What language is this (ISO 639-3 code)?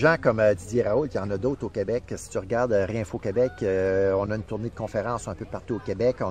fra